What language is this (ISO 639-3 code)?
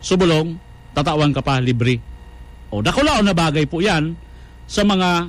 bik